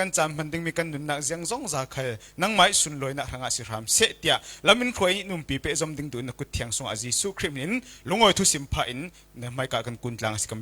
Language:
Falam Chin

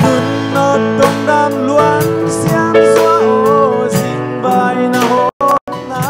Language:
Tedim Chin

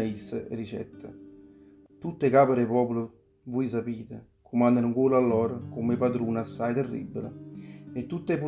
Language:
Neapolitan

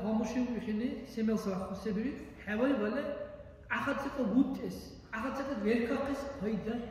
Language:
Dargwa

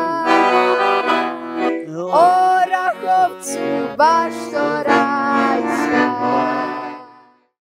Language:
Serbian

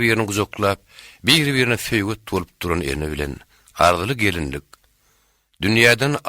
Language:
Turkmen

